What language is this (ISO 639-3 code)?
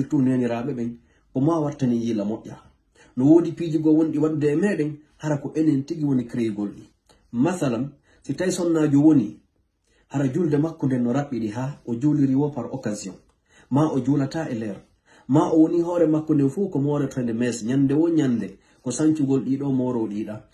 ful